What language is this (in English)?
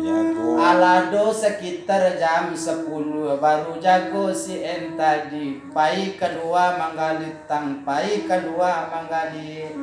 Minangkabau